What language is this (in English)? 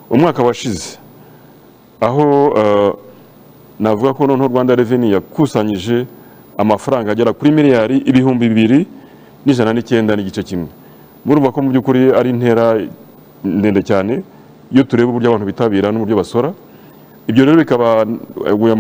Kinyarwanda